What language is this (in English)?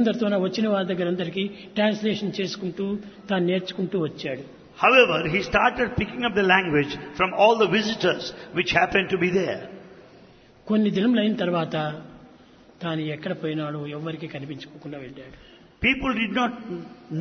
Telugu